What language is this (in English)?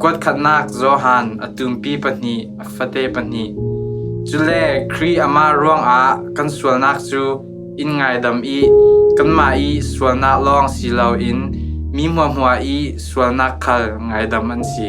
Falam Chin